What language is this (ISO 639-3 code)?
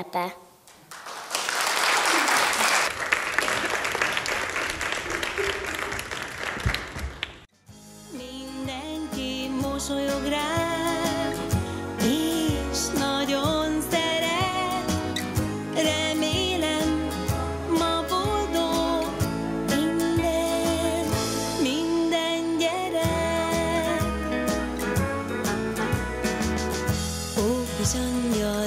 hun